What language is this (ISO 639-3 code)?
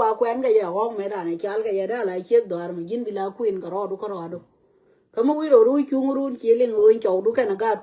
nus